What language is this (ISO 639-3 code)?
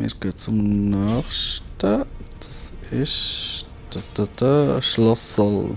gsw